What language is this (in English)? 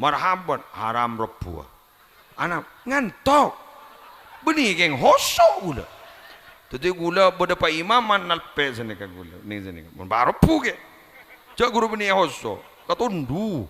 Madurese